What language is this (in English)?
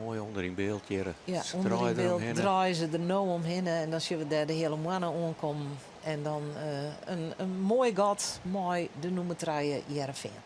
Western Frisian